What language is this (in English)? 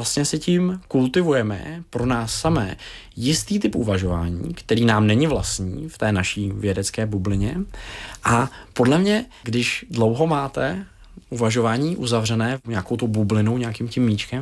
Czech